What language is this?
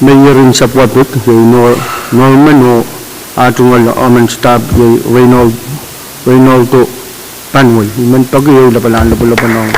Pohnpeian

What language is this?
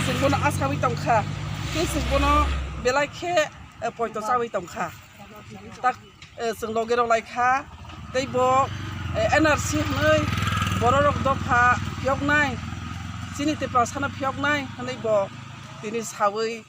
Kok Borok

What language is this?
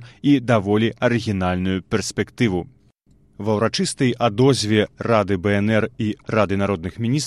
Belarusian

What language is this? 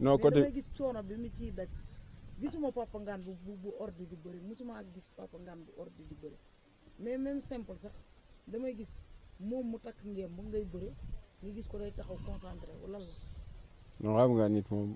Wolof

